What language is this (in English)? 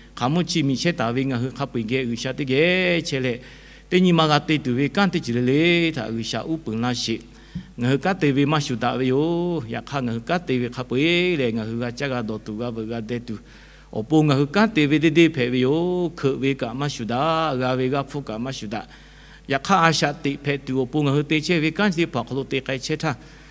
Lahu